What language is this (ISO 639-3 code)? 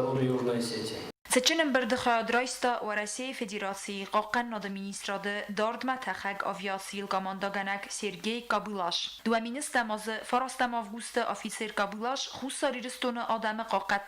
oss